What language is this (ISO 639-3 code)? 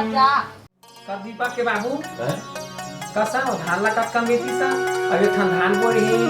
hne